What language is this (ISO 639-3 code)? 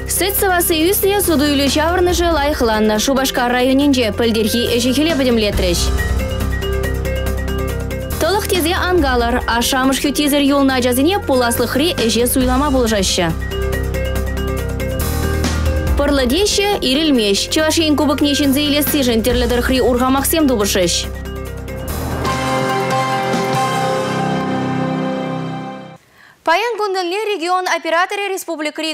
chv